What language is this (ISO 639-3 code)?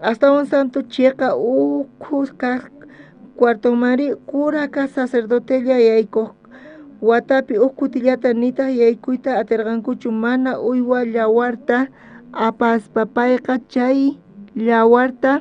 quh